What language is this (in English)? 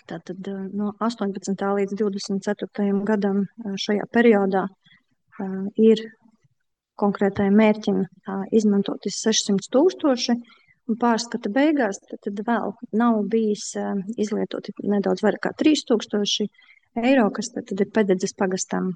Latvian